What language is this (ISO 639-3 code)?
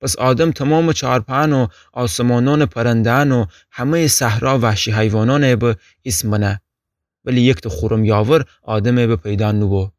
glk